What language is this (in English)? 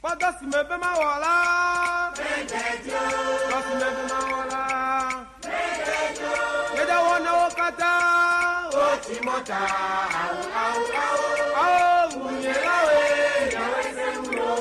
Ewe